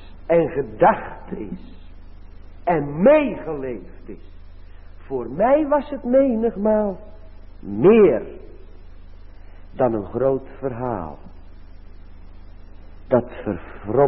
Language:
Dutch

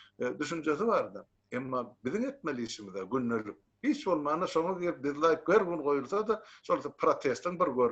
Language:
Turkmen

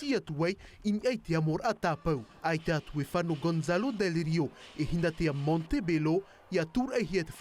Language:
Tahitian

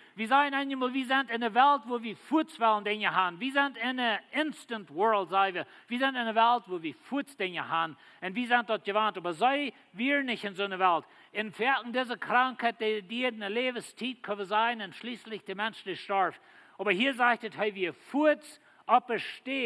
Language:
Plautdietsch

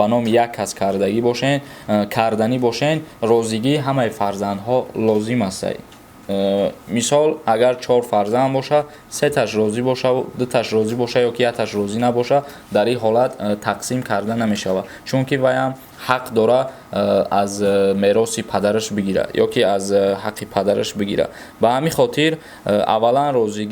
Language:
Tajik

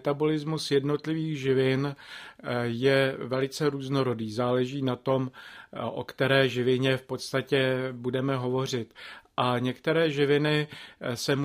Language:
Czech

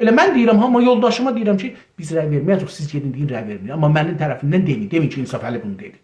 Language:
South Azerbaijani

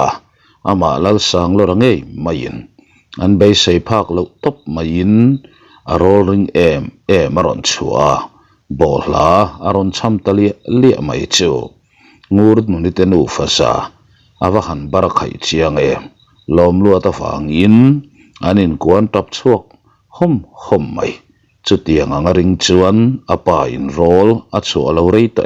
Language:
Mizo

